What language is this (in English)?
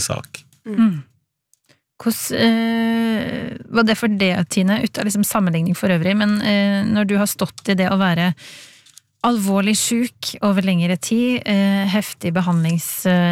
Norwegian